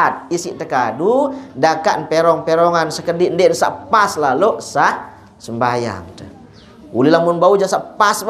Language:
Sasak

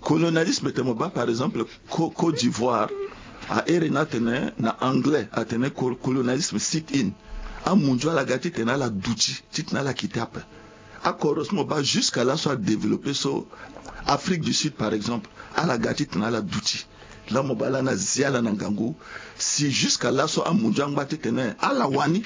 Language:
Sango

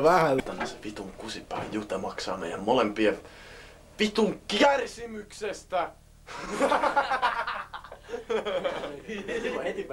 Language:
Finnish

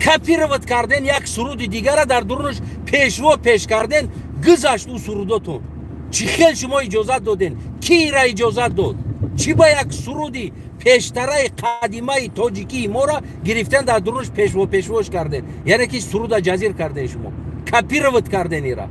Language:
Tajik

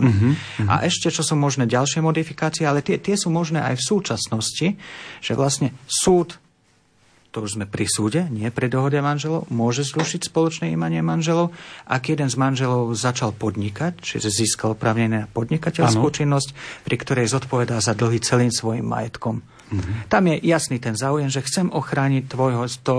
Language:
Slovak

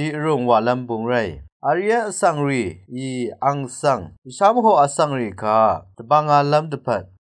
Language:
Rawang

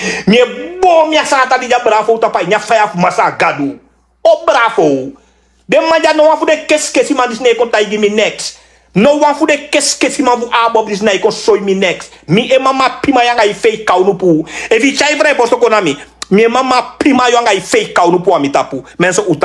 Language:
Sranan Tongo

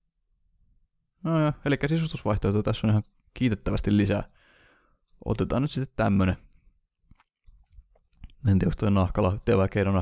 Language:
Finnish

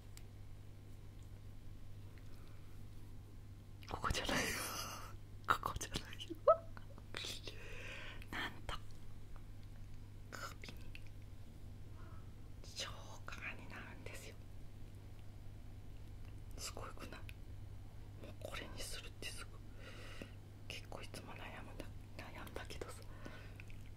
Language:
Japanese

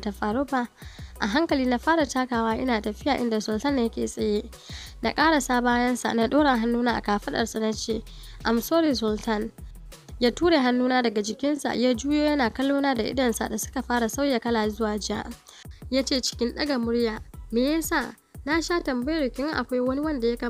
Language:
Hausa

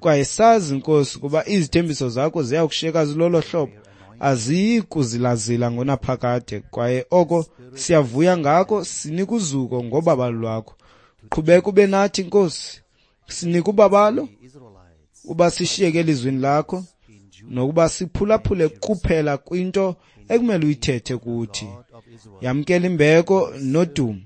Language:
Xhosa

